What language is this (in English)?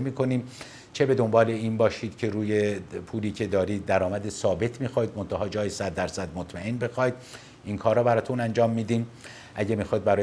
Persian